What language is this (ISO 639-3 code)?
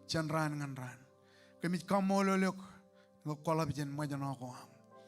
mah